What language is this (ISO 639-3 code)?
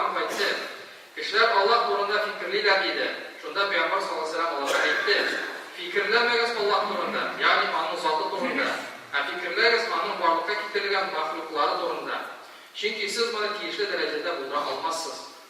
tat